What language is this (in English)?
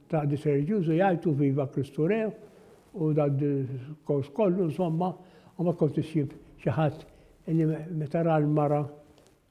Maltese